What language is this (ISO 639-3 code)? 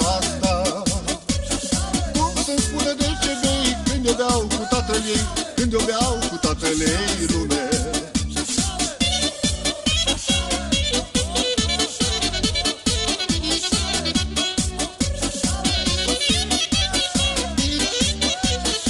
ron